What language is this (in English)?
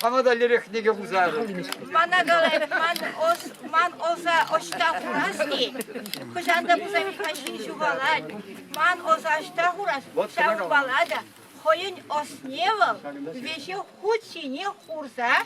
Chuvash